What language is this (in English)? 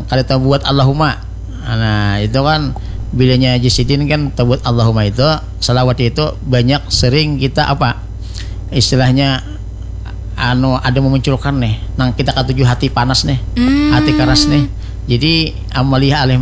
Banjar